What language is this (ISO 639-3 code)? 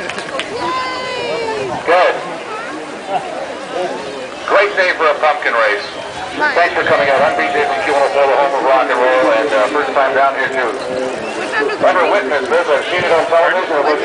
eng